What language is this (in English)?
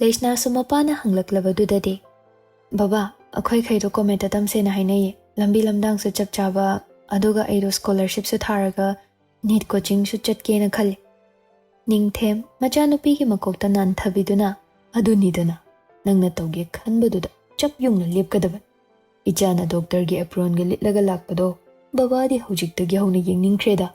Manipuri